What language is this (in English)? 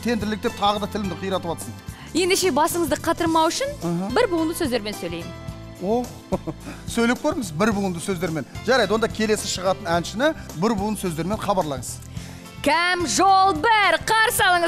Kazakh